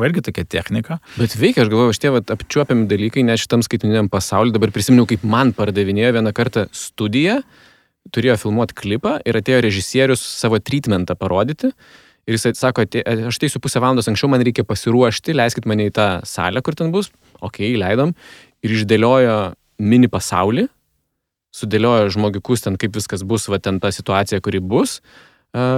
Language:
Lithuanian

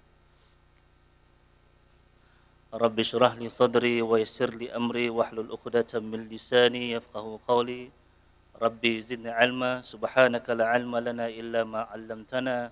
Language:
Malay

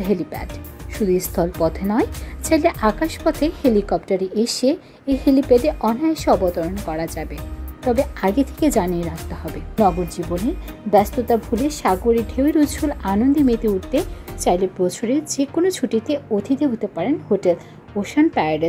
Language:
Bangla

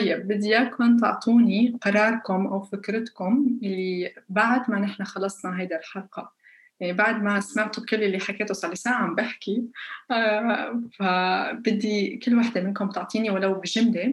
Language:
North Levantine Arabic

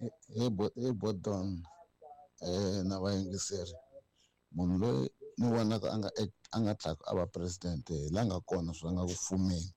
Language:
Tsonga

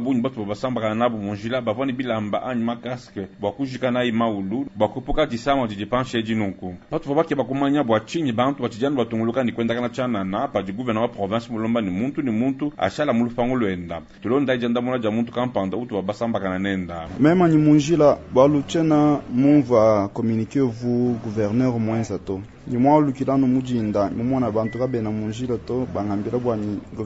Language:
Luba-Lulua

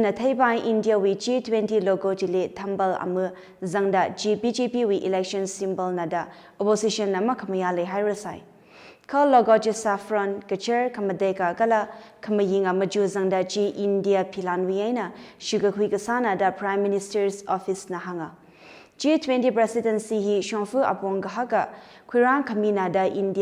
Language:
Tangkhul Naga (India)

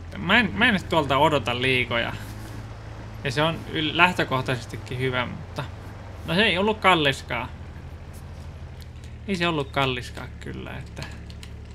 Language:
Finnish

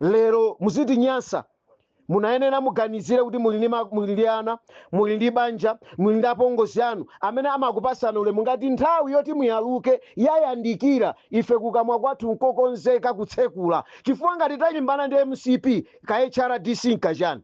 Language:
Nyanja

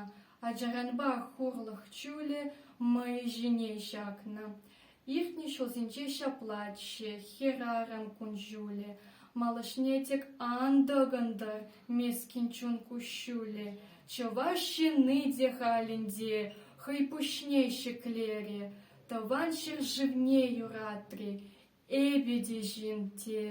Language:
Chuvash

